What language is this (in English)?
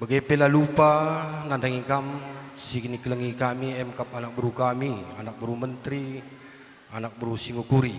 Batak Karo